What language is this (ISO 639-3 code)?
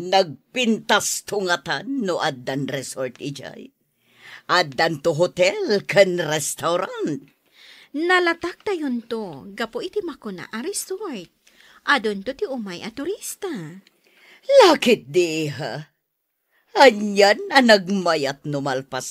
ilo